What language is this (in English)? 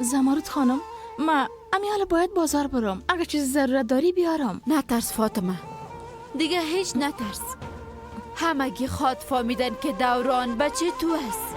Persian